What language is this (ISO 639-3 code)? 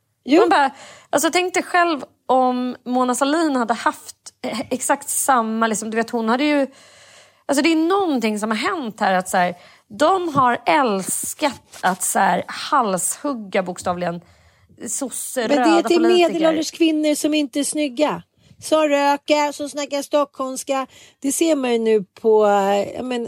swe